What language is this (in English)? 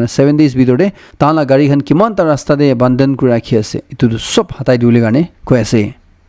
Naga Pidgin